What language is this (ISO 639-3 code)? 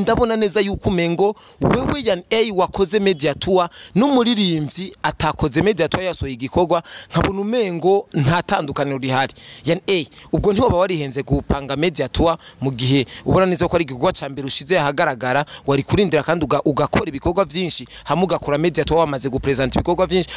run